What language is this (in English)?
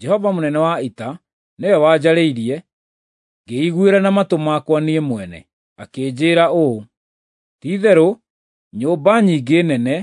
Kikuyu